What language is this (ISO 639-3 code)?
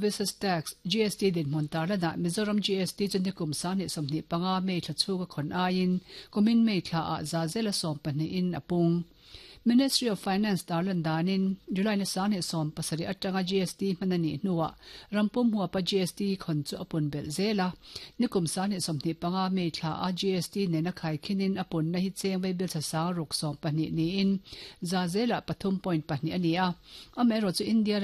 lus